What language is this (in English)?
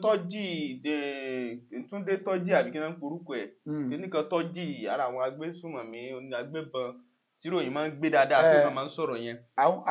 Yoruba